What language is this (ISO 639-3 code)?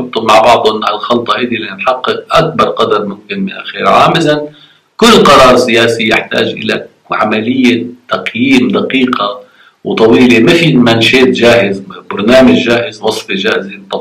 ara